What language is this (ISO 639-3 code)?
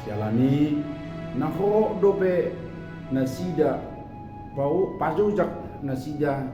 bbc